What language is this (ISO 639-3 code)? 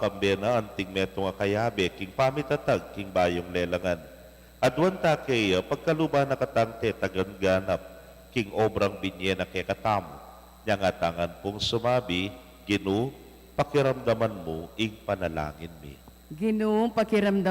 pam